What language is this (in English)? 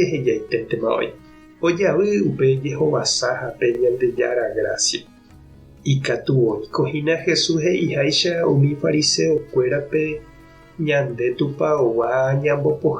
Guarani